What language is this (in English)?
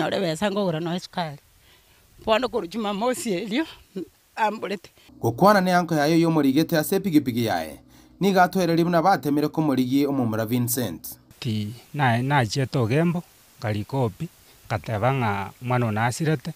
Gusii